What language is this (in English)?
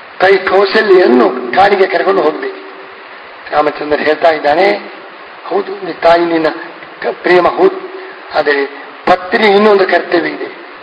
Kannada